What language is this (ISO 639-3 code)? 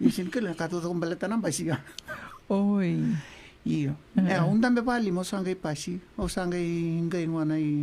fij